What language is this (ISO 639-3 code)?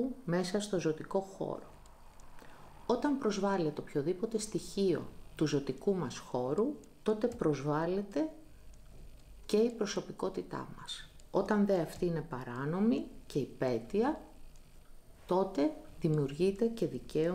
ell